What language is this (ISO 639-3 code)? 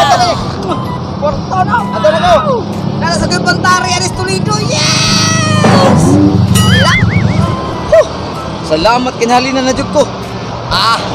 ceb